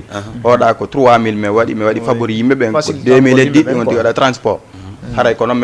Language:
Fula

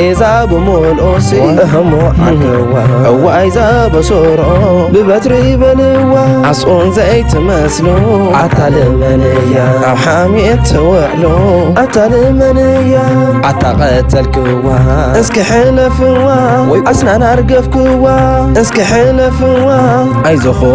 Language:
Tigrinya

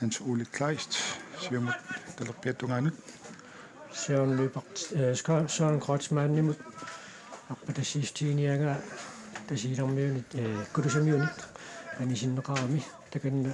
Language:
Kalaallisut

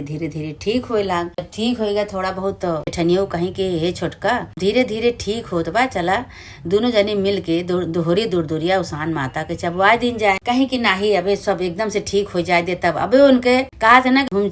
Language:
Awadhi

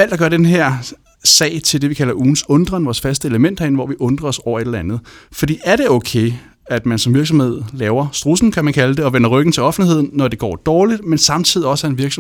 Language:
Danish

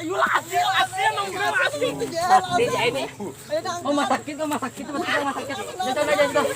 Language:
Banjar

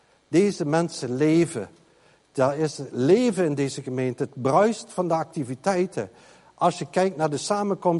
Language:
Dutch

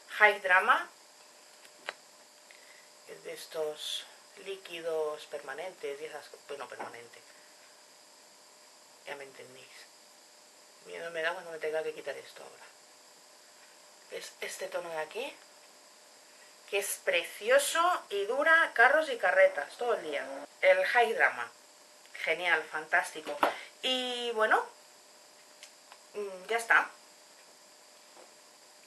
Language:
Spanish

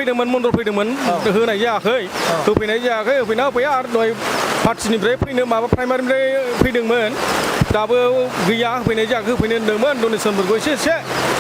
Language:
Bodo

